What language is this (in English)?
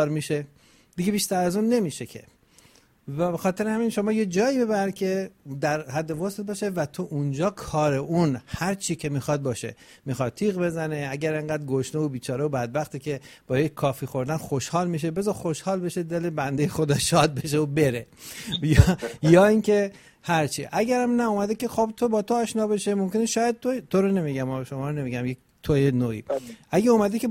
Persian